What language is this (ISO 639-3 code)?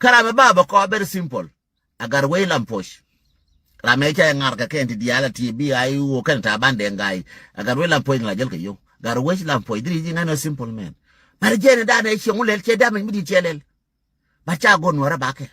nus